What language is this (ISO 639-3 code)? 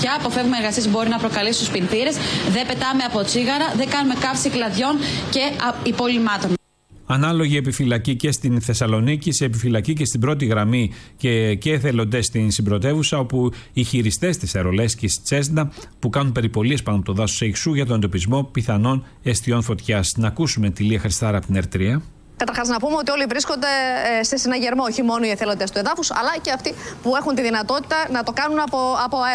ell